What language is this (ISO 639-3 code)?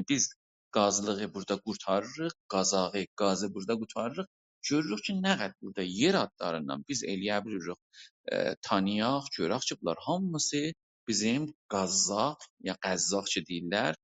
azb